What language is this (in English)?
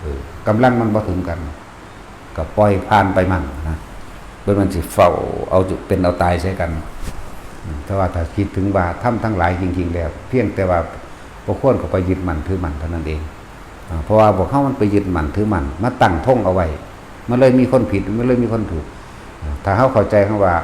Northeastern Thai